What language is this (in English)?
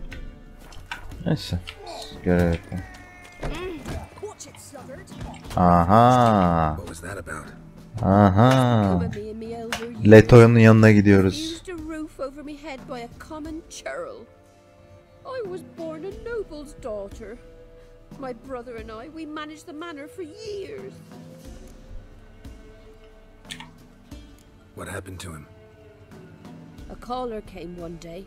Turkish